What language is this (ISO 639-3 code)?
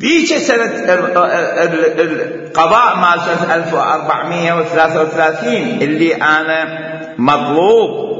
acm